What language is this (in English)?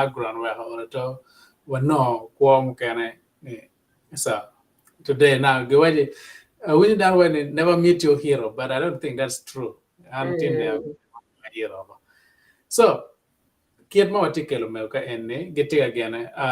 Acoli